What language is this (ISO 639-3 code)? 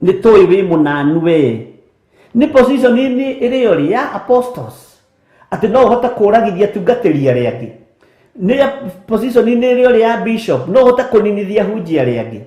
kik